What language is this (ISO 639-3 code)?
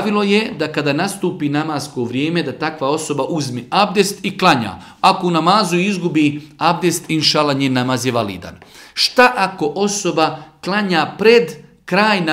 bos